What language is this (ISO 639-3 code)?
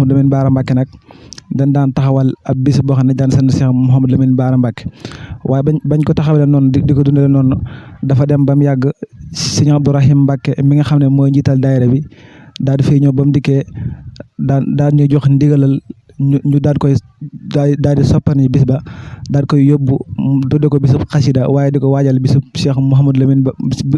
wol